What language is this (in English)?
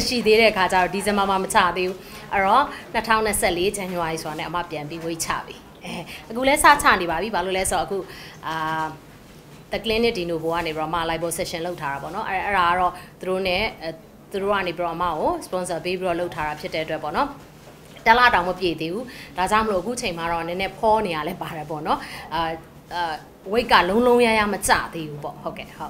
Burmese